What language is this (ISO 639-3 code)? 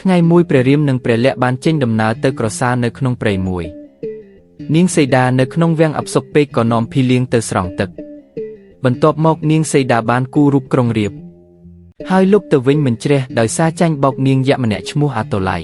khm